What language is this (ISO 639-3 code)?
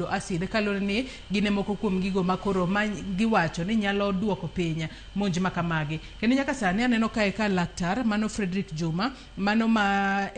luo